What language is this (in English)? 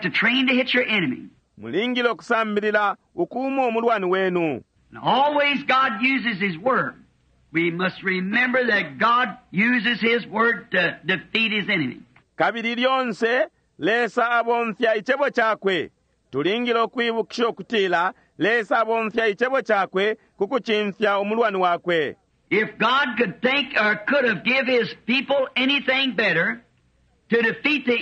Bemba